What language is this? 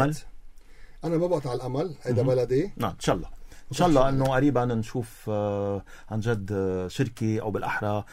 North Levantine Arabic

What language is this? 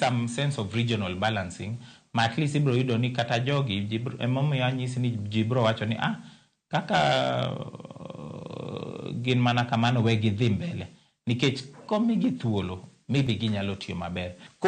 Luo (Kenya and Tanzania)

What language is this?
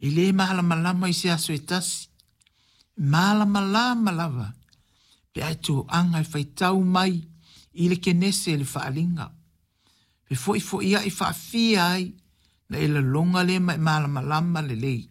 Samoan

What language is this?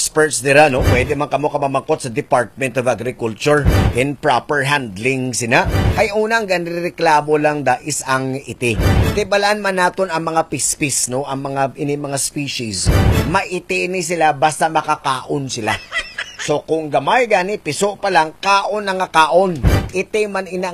Hiligaynon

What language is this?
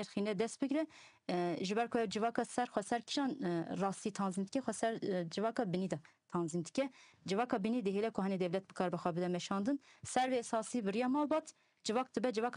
Kurdish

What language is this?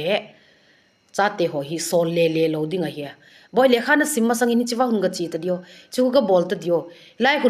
Thado Chin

